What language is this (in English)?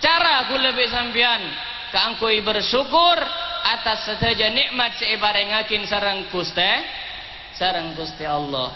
Madurese